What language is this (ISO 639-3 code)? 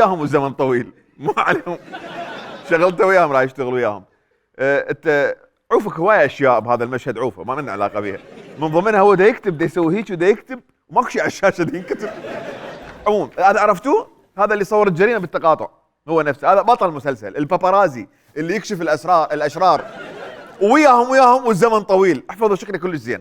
acm